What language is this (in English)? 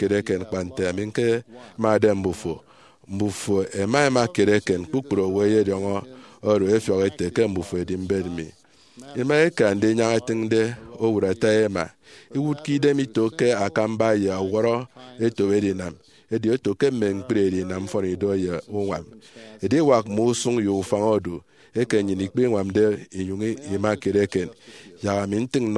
Efik